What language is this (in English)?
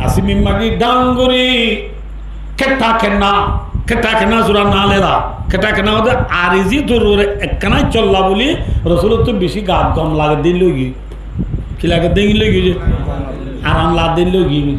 Rohingya